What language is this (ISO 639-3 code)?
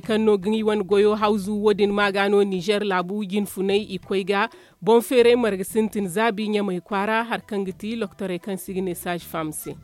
dje